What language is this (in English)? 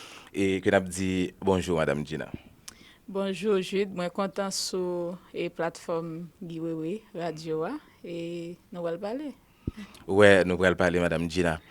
Haitian Creole